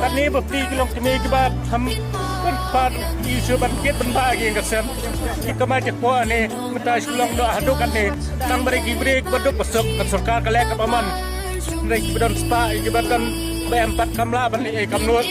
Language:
Khasi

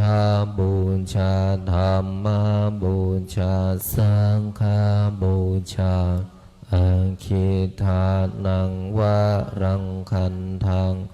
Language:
Pali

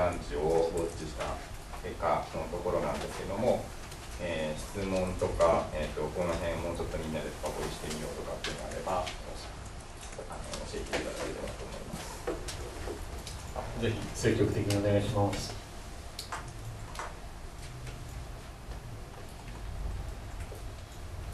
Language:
Japanese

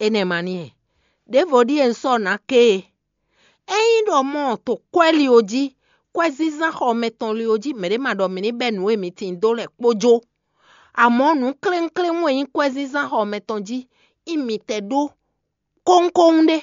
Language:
Fon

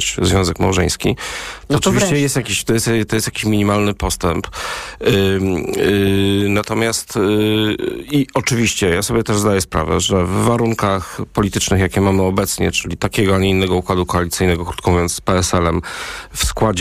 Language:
Polish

